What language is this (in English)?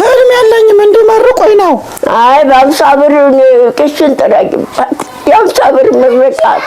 Amharic